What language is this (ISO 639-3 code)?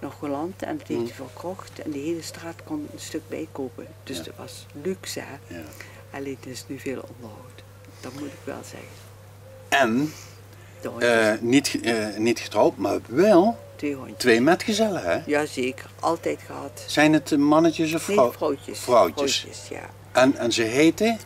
lim